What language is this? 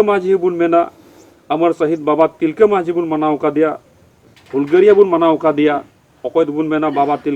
Santali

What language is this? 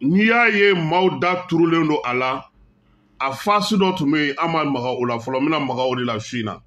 Bambara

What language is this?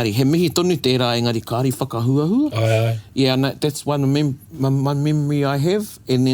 Māori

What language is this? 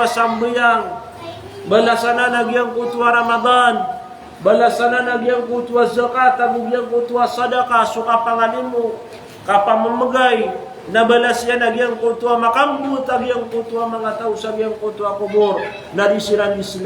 Maranao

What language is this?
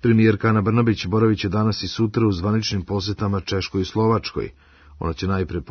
Serbian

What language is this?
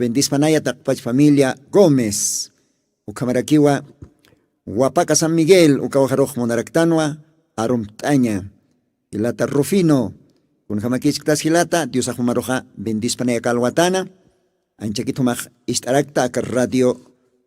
Aymara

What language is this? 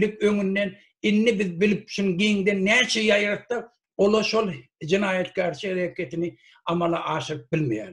Turkmen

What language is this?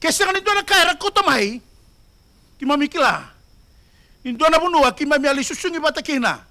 Fijian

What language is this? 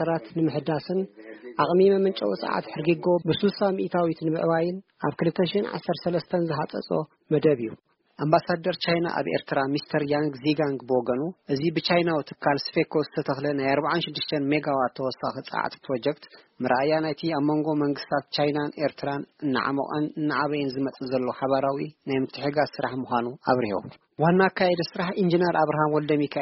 Tigrinya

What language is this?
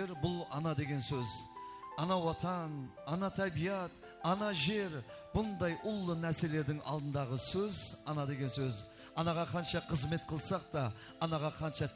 Kara-Kalpak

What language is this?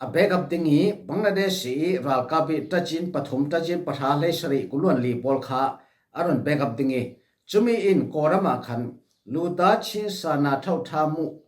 Falam Chin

